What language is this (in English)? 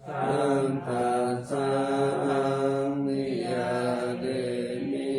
Pali